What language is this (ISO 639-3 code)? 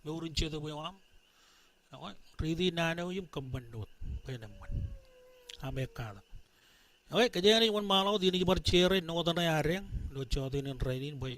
mah